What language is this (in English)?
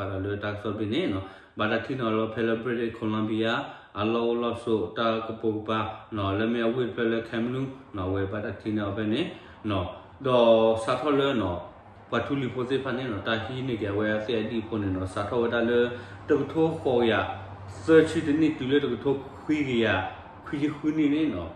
S'gaw Karen